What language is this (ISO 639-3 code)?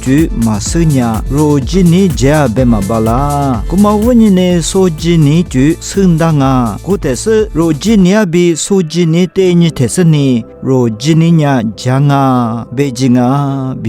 lis